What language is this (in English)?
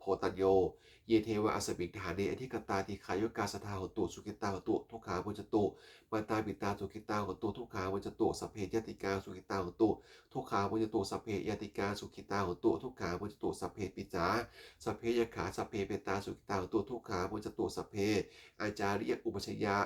Pali